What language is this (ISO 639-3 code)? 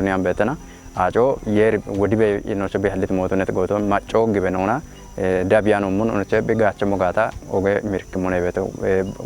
kbr